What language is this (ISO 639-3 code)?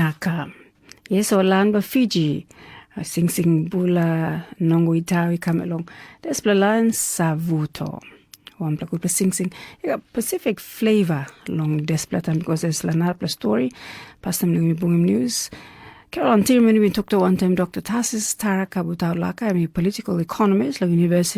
tpi